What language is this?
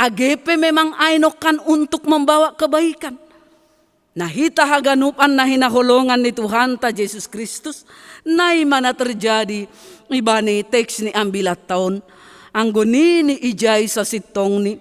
Batak Simalungun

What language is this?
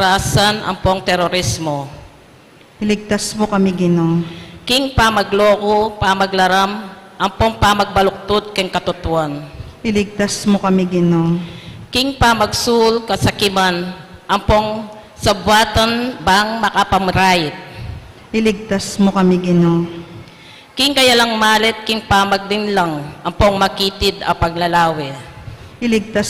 Pampanga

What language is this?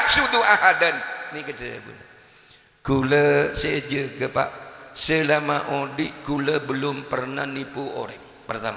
Madurese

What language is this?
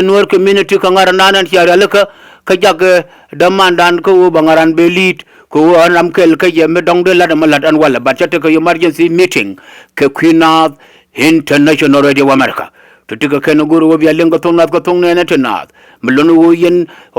Nuer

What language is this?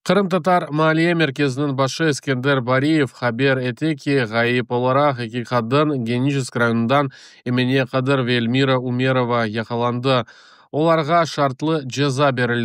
Crimean Tatar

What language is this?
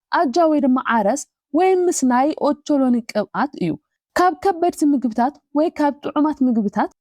Tigrinya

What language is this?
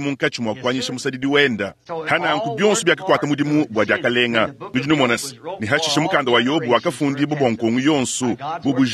Luba-Lulua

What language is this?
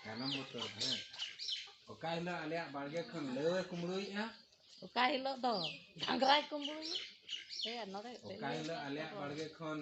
Santali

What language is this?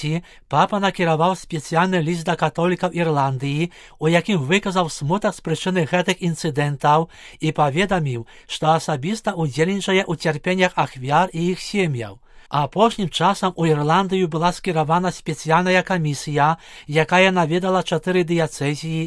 Belarusian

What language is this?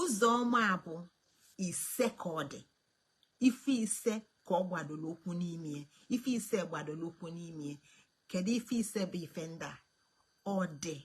Igbo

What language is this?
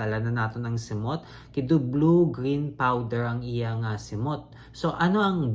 Hiligaynon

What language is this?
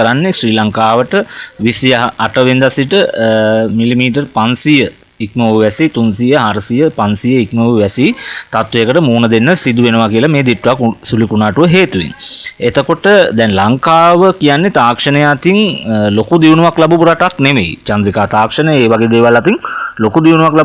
Sinhala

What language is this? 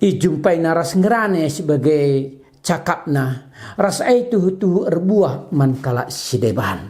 Batak Karo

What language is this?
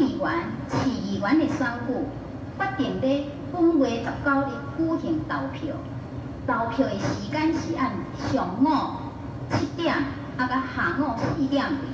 Min Nan Chinese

